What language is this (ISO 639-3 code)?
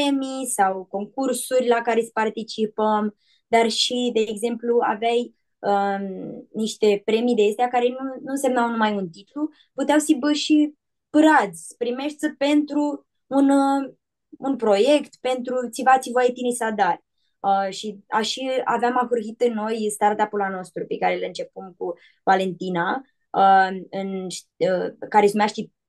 rup